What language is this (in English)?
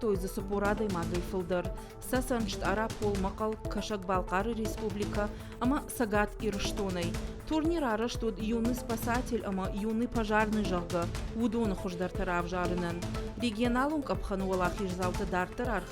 Ossetic